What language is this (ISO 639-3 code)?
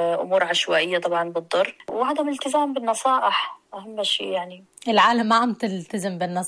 apc